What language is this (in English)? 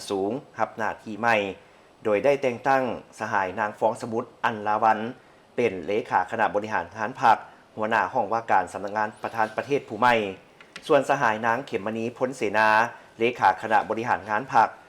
Lao